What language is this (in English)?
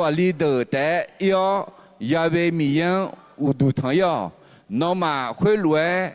Akha